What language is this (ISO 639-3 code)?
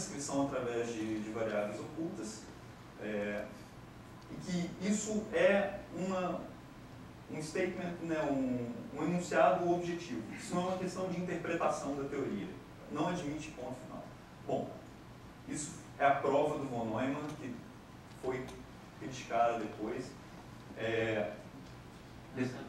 por